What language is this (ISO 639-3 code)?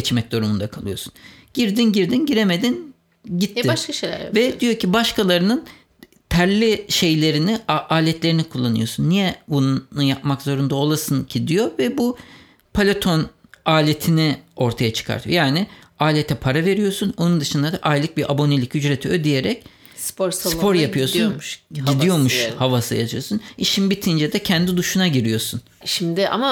tur